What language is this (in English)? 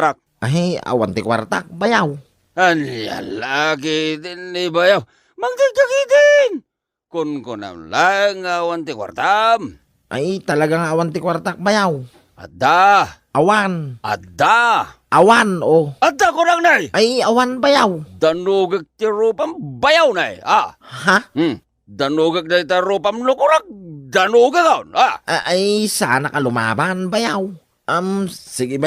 Iloko